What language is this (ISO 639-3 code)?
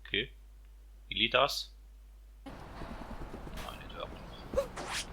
gsw